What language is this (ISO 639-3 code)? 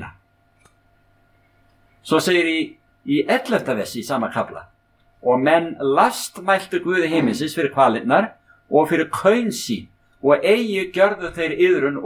isl